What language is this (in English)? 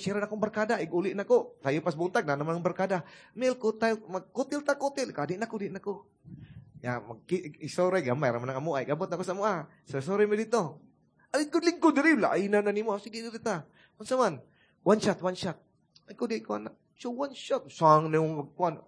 Cebuano